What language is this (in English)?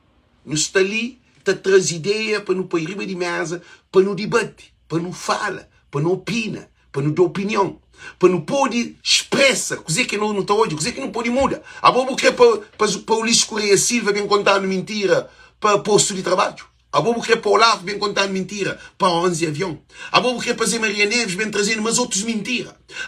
Kabuverdianu